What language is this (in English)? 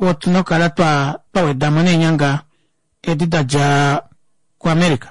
Kuanyama